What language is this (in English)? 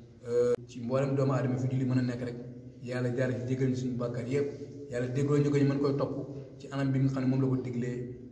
Wolof